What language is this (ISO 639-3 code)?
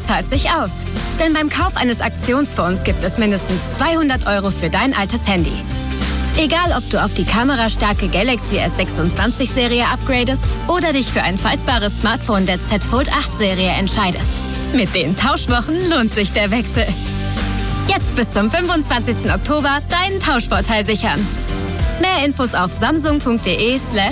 deu